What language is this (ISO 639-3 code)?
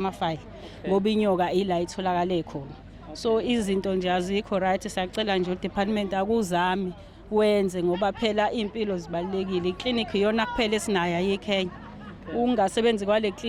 zul